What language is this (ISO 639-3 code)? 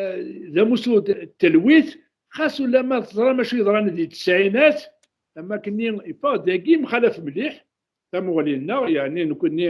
kab